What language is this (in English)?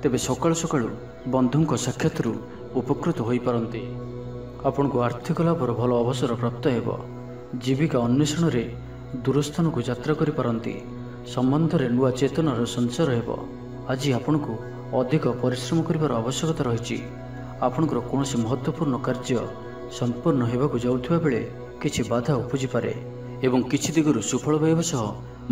Odia